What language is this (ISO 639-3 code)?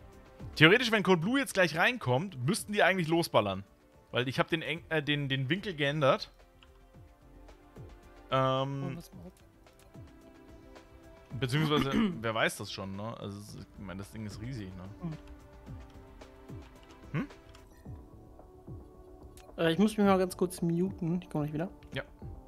deu